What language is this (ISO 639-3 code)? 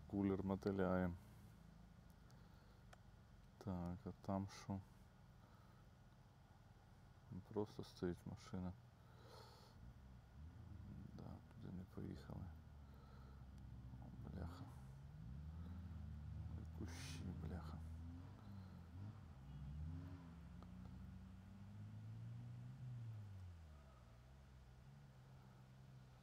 ukr